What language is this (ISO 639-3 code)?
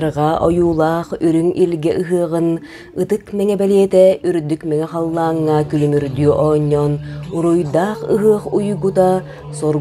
sah